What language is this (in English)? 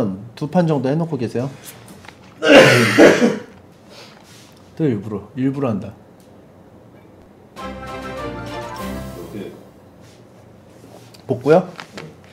Korean